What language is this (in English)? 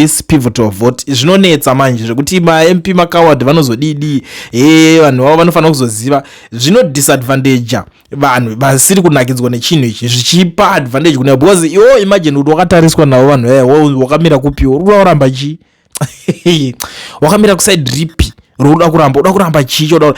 Shona